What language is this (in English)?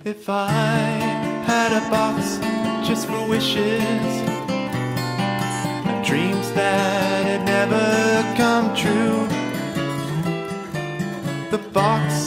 English